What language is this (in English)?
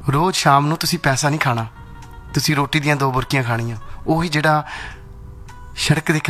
Punjabi